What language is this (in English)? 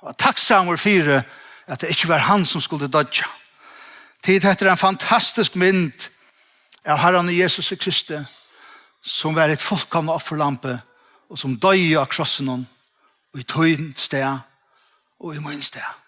Faroese